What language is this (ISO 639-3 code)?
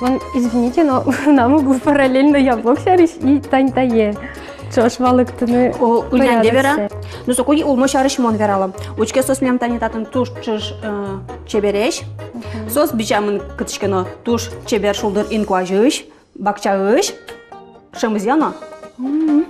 udm